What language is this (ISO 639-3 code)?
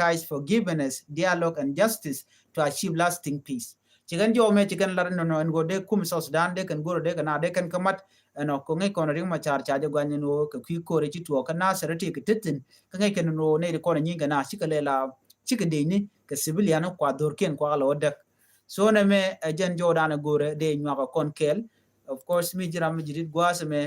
nus